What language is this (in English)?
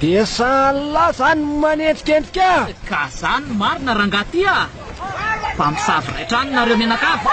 Malagasy